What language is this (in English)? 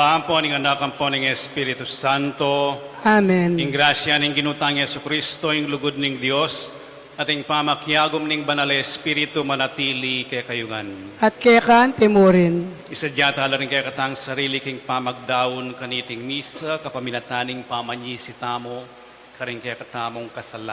Pampanga